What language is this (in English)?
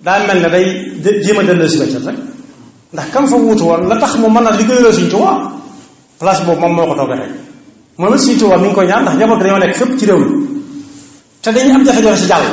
Wolof